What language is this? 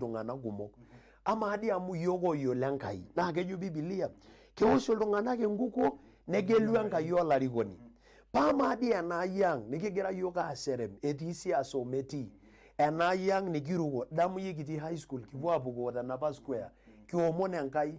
Masai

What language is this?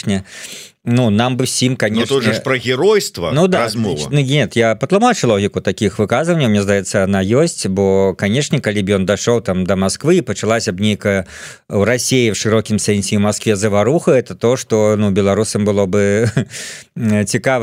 Belarusian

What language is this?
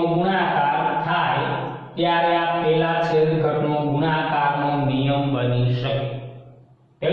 Gujarati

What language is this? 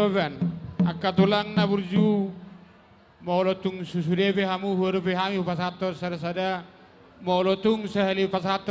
Batak Toba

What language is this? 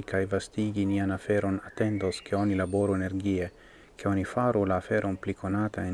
Esperanto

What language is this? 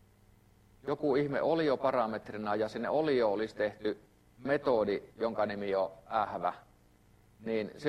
Finnish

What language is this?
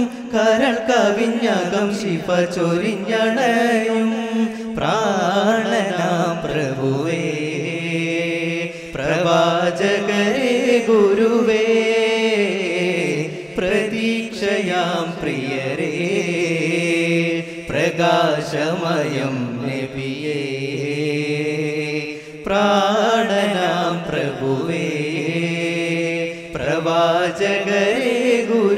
Malayalam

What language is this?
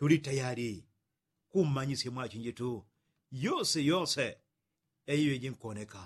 Yao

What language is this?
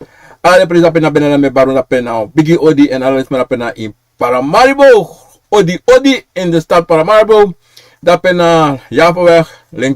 Sranan Tongo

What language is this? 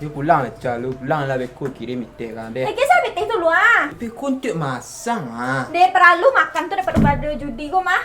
Minangkabau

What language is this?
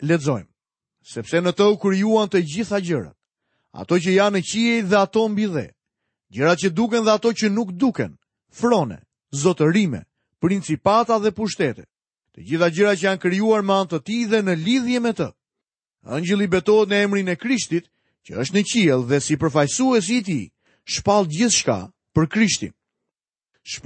Albanian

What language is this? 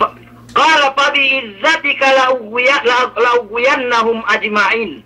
Yakan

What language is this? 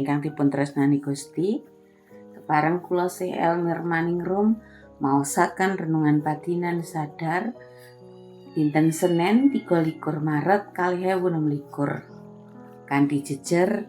Javanese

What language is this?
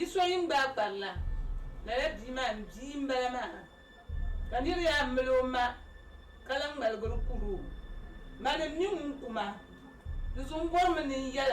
Dagbani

